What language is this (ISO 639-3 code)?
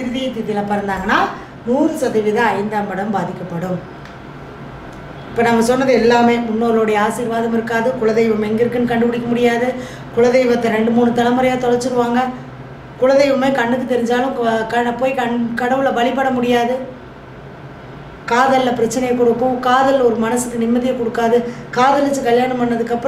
tam